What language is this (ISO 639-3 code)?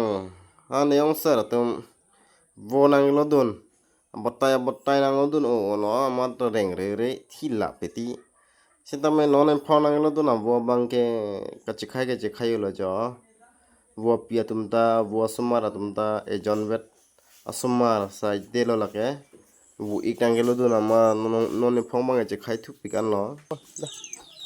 mjw